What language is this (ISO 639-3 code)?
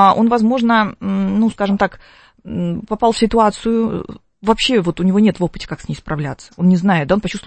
rus